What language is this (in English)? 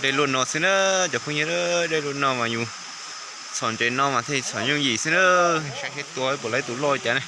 Hmong